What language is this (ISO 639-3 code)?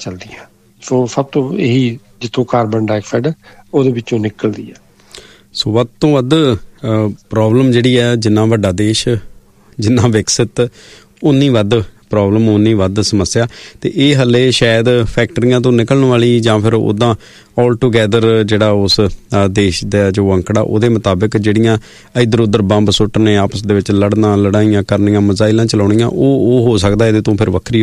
pan